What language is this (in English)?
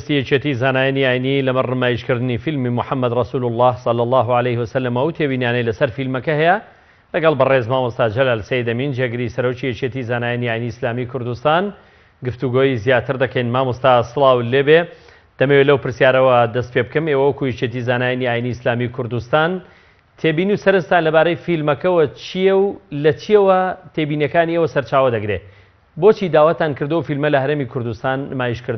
Central Kurdish